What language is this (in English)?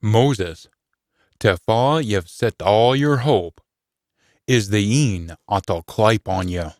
Scots